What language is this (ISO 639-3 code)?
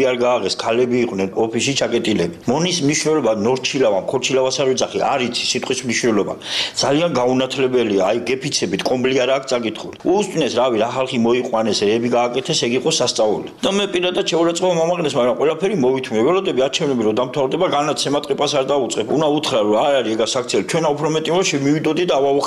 kat